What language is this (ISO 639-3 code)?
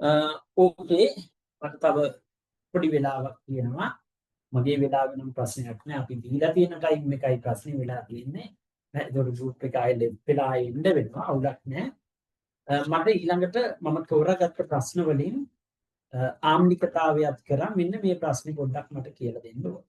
sin